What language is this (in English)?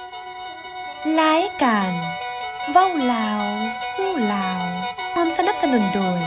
Lao